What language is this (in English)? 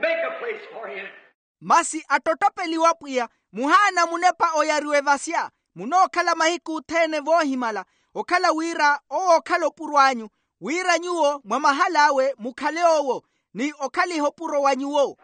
Makhuwa